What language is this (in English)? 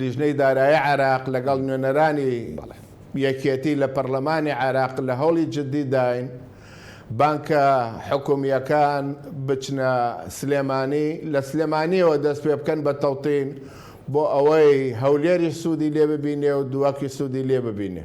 Central Kurdish